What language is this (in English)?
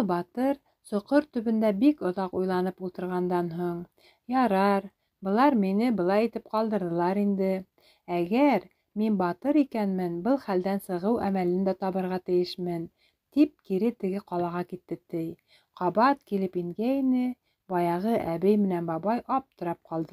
Bashkir